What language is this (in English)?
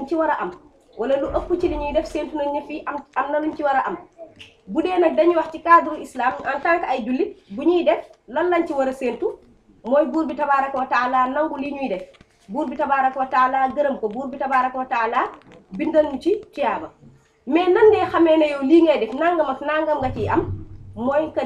Wolof